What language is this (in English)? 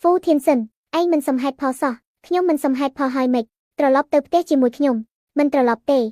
Khmer